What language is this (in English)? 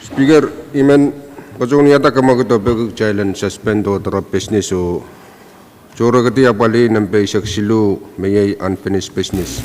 Pohnpeian